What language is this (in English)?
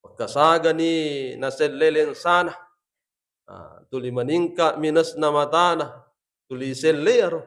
Buginese